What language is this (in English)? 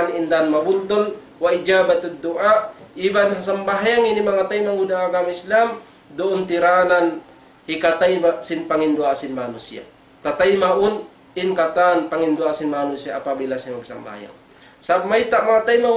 Tausug